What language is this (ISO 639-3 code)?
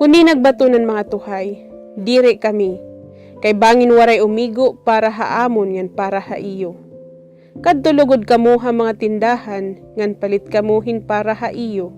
war